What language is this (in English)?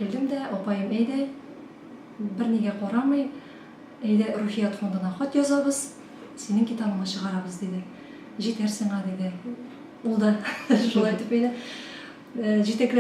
Tatar